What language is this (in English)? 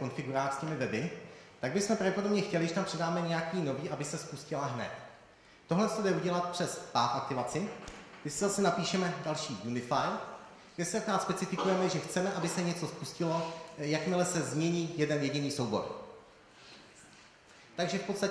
Czech